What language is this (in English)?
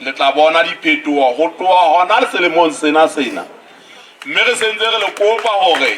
Southern Sotho